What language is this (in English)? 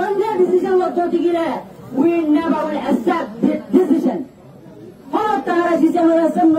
Rohingya